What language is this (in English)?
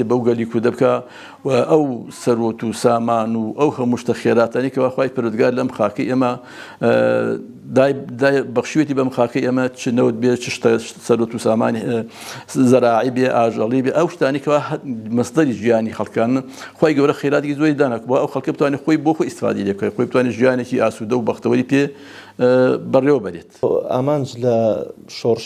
Central Kurdish